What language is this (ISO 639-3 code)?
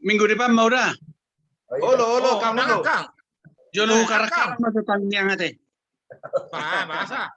bbc